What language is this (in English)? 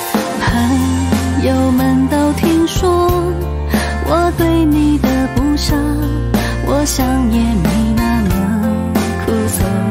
Chinese